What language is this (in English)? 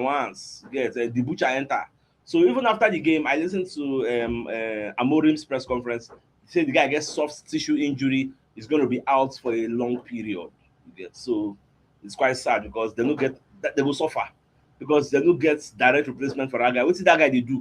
Nigerian Pidgin